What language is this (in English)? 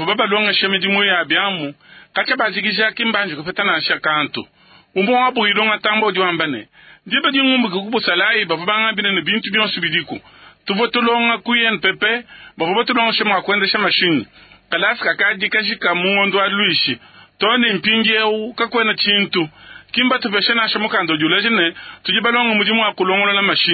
Luba-Lulua